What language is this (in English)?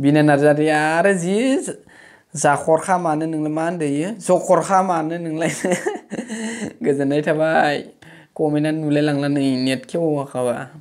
Bodo